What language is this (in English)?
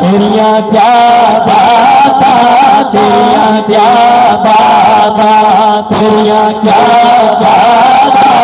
Saraiki